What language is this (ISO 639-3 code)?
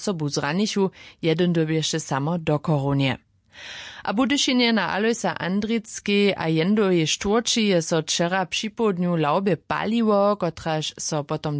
hsb